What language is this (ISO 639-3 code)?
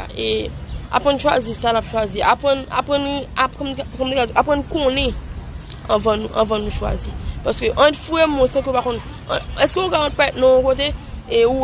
hat